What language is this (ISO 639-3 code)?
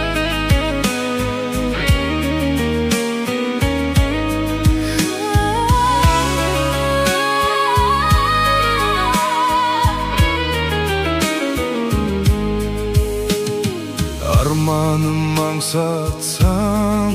kaz